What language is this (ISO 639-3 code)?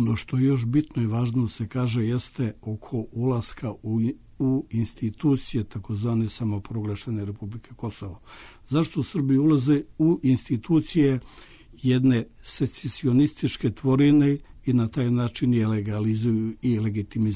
srp